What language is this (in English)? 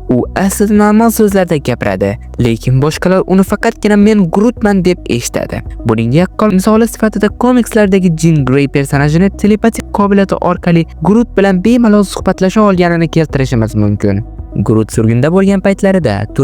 Uzbek